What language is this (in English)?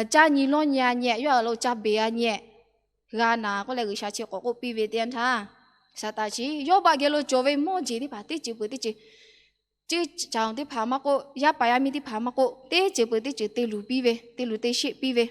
Lahu